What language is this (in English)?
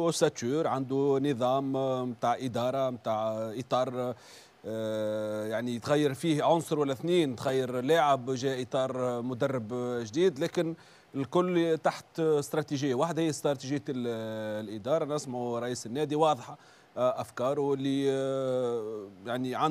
Tunisian Arabic